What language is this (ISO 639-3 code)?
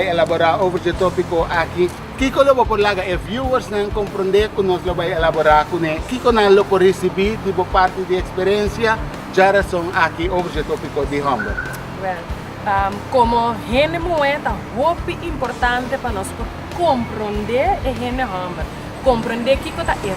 pap